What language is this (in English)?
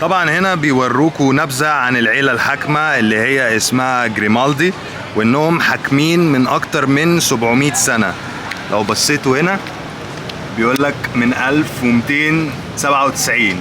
Egyptian Arabic